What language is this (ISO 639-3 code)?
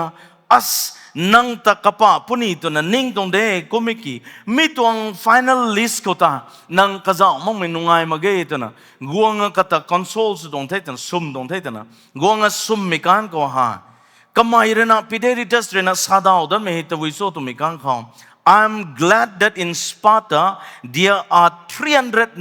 nbu